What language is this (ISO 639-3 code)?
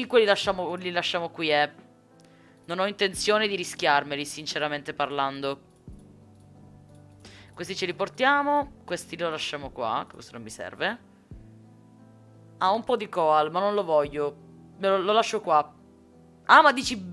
ita